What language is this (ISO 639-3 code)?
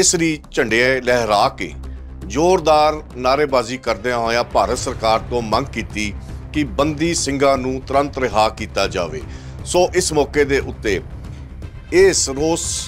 pan